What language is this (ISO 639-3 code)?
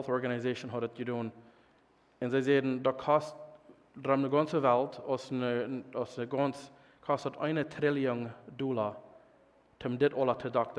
pdt